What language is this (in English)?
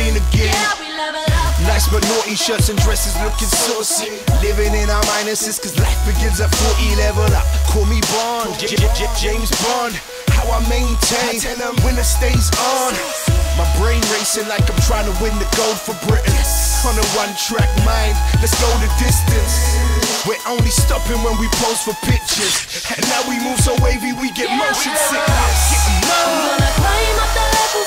English